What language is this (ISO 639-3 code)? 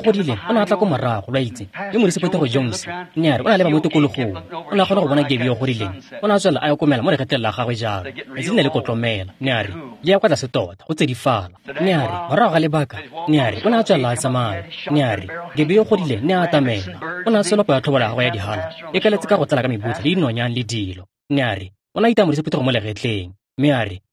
tsn